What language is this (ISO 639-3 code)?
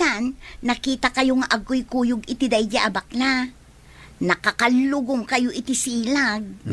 ilo